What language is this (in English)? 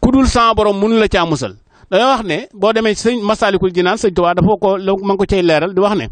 Wolof